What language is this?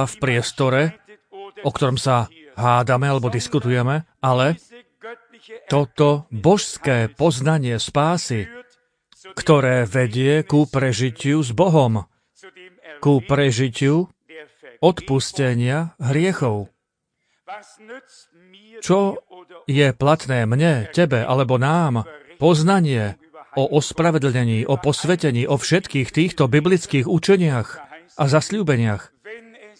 Slovak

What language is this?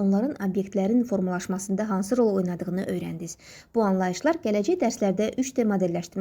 Azerbaijani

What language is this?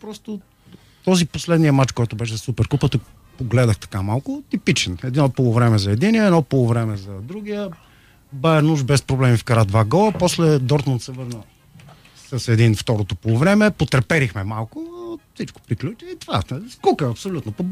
Bulgarian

